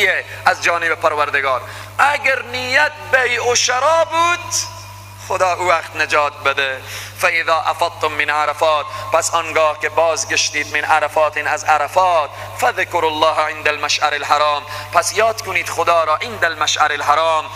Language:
Persian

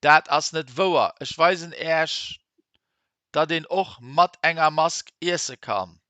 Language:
Luxembourgish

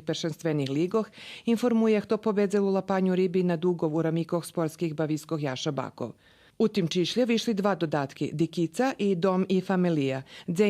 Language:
Rusyn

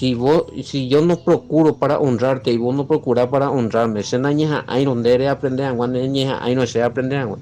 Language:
Guarani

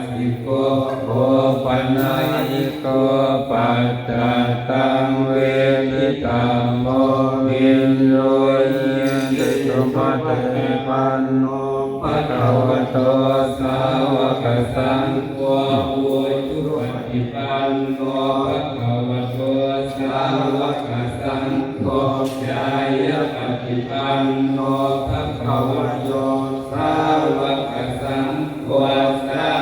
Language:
Pali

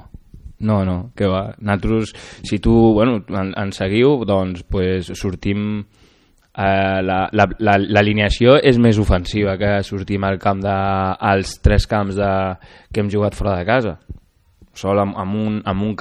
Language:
Catalan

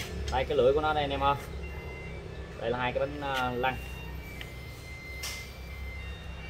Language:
Vietnamese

